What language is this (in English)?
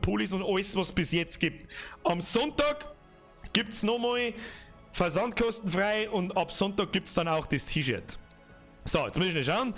Bavarian